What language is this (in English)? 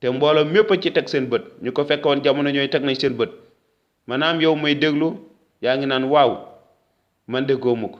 Wolof